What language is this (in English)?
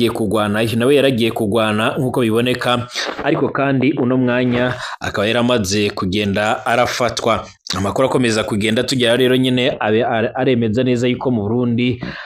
Rundi